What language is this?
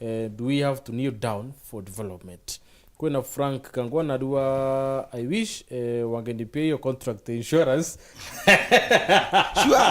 Meru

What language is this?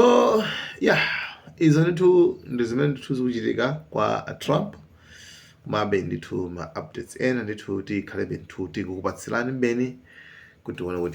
Nyanja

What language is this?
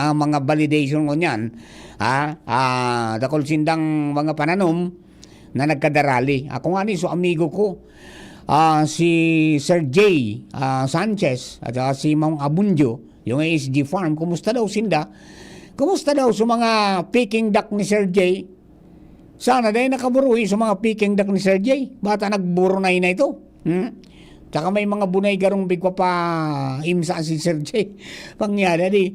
Bikol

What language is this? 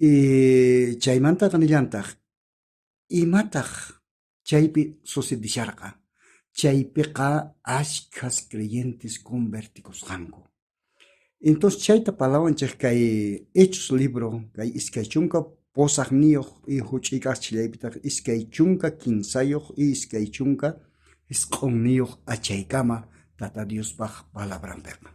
South Bolivian Quechua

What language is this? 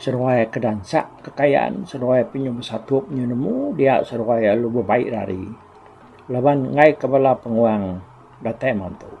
Iban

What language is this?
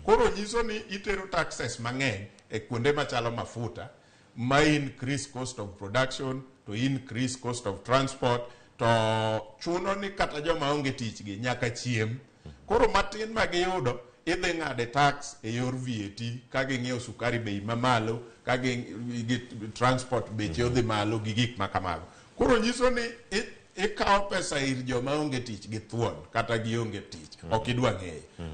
Luo (Kenya and Tanzania)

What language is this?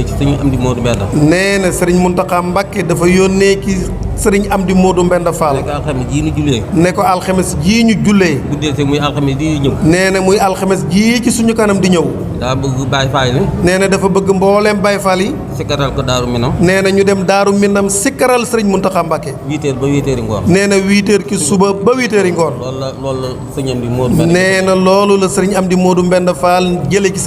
Wolof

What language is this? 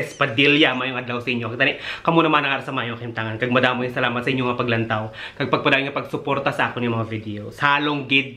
Hiligaynon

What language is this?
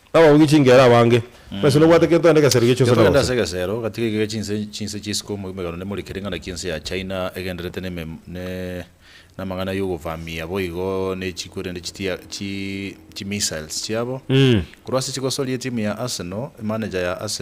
Gusii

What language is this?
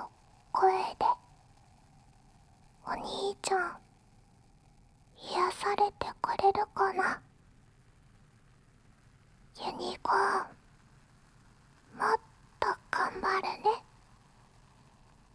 Japanese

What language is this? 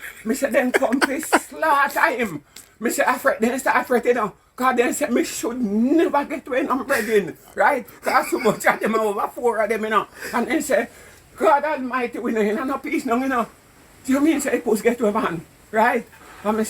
Jamaican Creole English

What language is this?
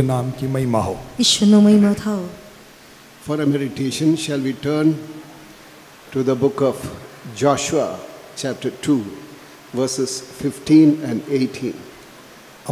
Hindi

